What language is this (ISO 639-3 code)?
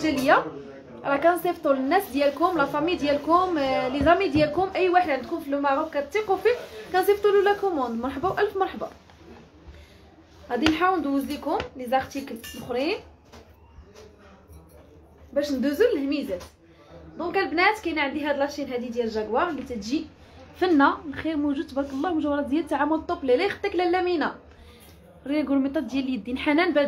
ary